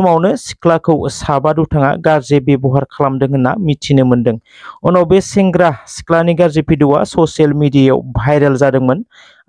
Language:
Bodo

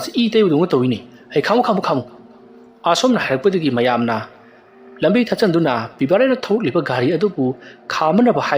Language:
Manipuri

